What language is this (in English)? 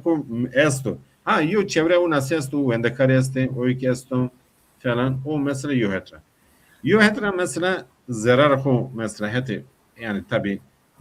Zaza